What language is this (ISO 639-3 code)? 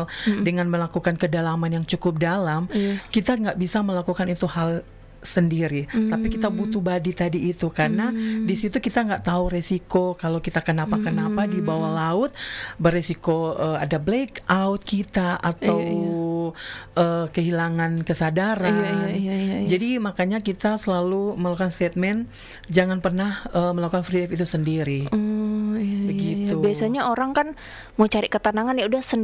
ind